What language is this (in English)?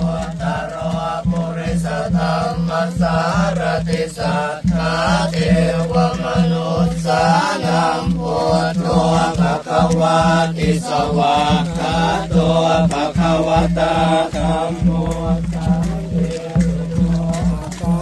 Pali